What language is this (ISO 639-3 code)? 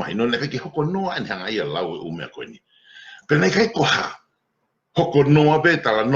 ton